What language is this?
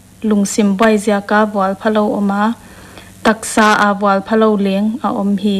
Paite Chin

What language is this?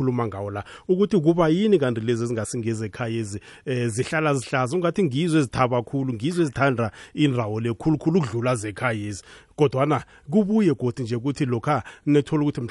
South Ndebele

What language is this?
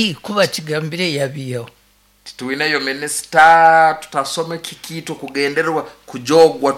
Nyankole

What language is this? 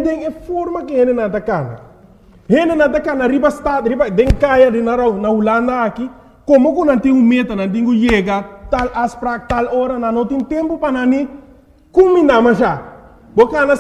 Papiamento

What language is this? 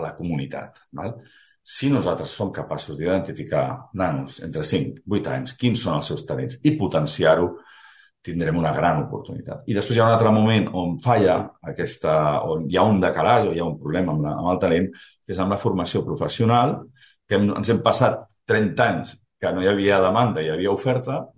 Catalan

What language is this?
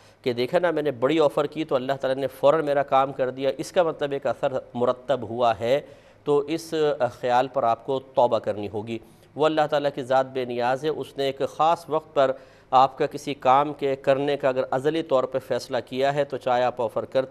Urdu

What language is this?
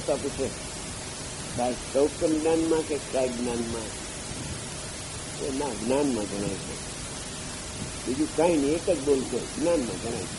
Gujarati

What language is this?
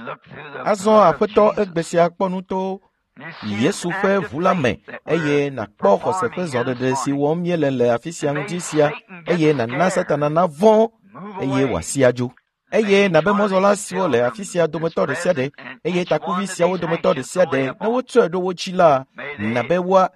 Ewe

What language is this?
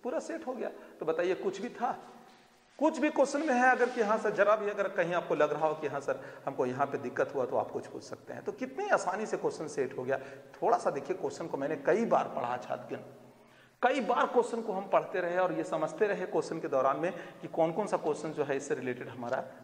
Hindi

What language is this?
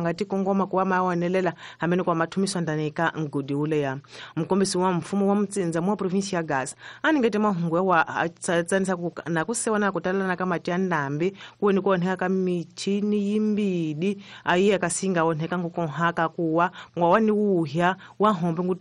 Tsonga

